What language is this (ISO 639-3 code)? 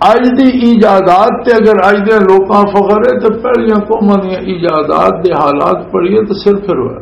lah